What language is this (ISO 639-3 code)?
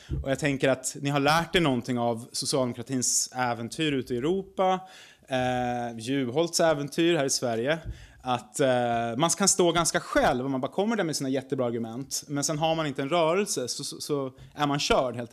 swe